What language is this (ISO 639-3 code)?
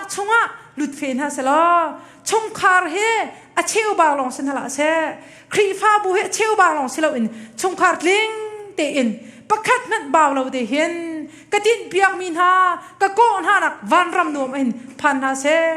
cnh